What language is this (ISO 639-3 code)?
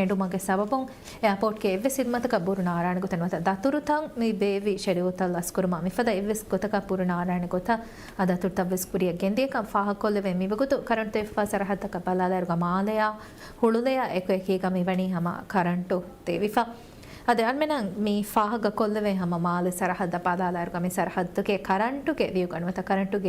div